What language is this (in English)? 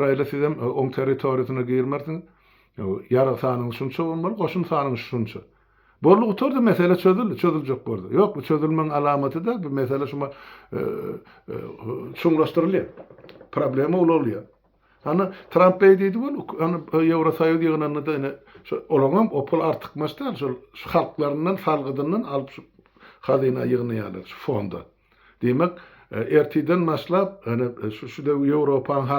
Turkmen